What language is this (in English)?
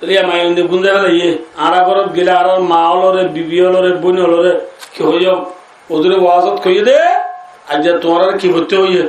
Rohingya